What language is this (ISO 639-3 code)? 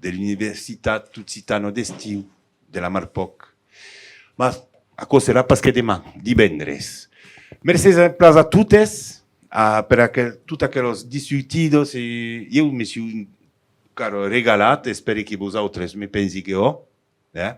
oci